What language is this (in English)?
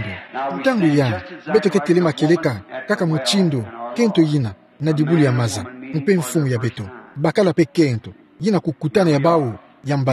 Kituba (Democratic Republic of Congo)